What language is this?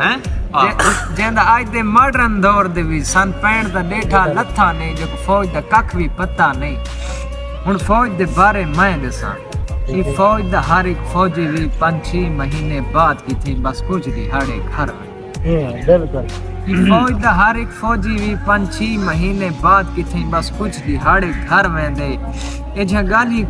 Saraiki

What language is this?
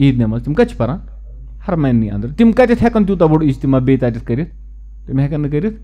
Kashmiri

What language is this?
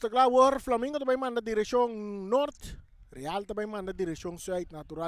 Papiamento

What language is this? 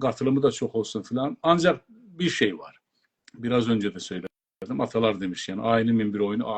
South Azerbaijani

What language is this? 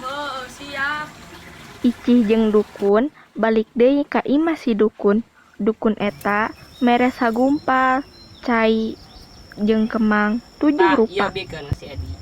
Sundanese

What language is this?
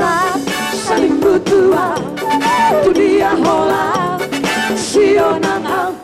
Batak Toba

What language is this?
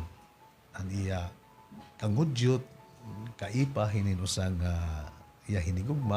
Waray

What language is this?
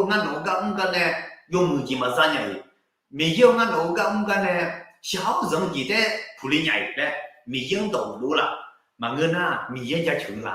Akha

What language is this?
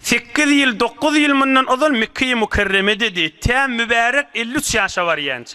Turkmen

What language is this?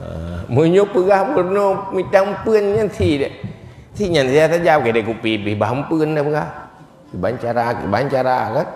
Achinese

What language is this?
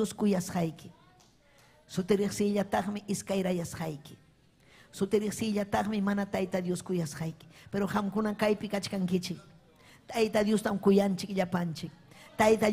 Ayacucho Quechua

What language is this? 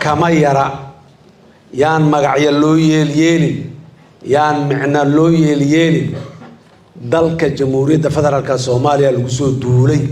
Somali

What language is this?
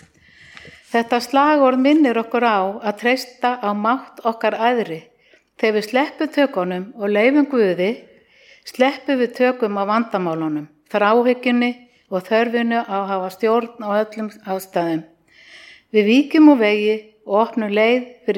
Icelandic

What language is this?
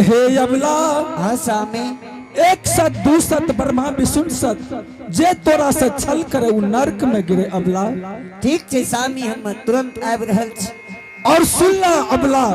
Angika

